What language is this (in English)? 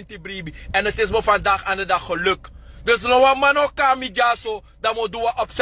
Sranan Tongo